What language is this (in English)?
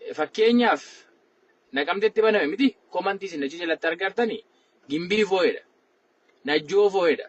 Oromo